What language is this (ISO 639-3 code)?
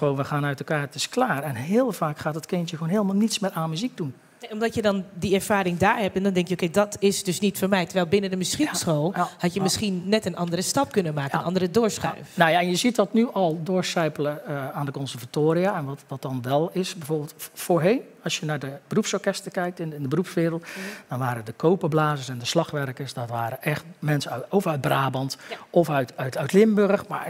nld